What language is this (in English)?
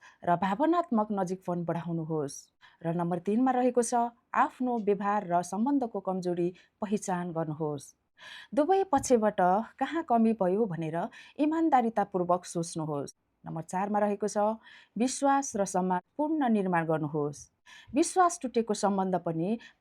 Nepali